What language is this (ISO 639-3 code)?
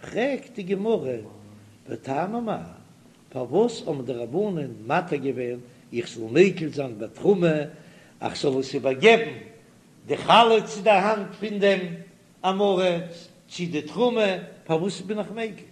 yid